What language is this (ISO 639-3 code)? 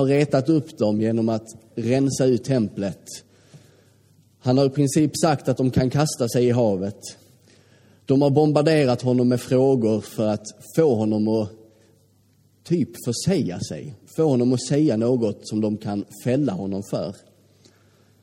swe